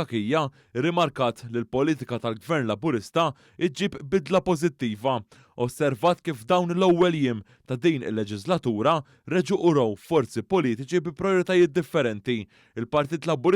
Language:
Maltese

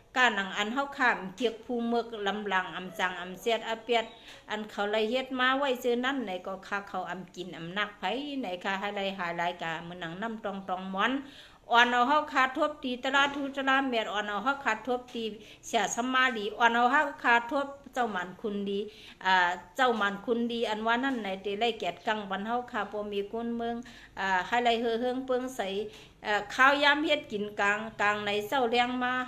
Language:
Shan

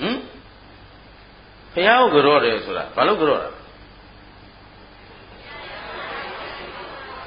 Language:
Burmese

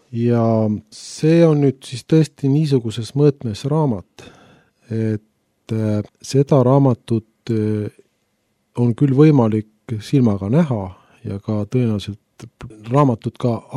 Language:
Estonian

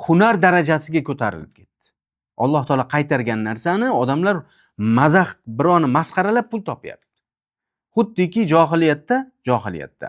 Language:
Uzbek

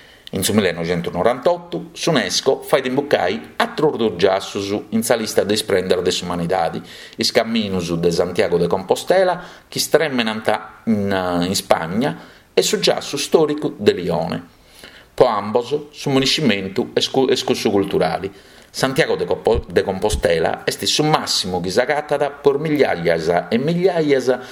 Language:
Sardinian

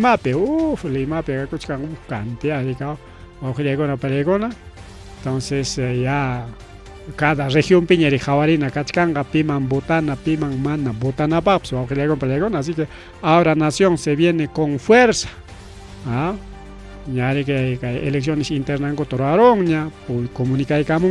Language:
Ayacucho Quechua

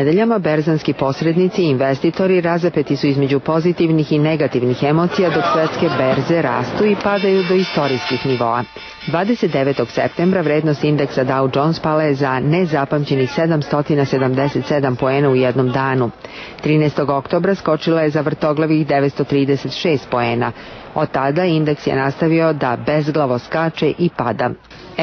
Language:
Serbian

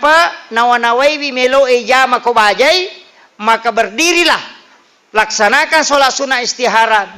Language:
Buginese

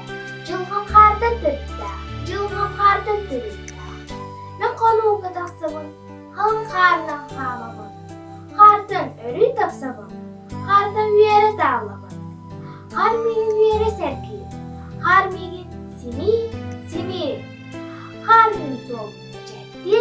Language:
Yakut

